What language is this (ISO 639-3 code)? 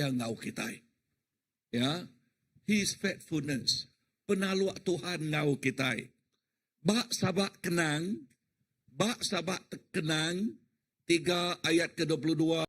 iba